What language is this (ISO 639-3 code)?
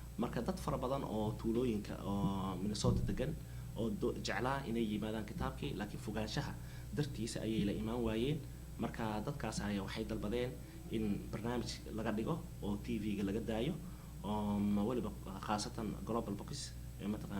som